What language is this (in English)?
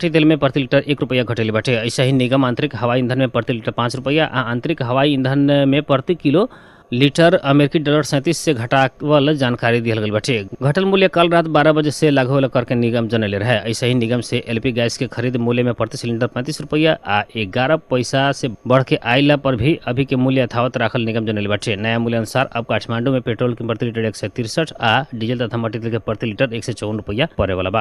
Bhojpuri